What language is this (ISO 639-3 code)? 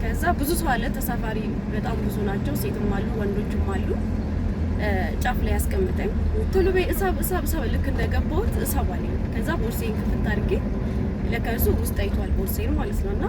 amh